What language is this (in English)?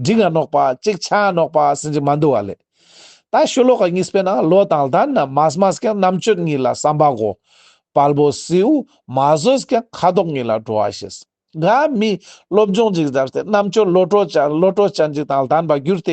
Ladakhi